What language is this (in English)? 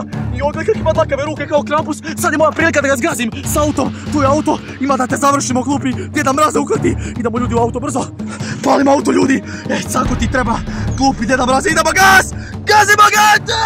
Croatian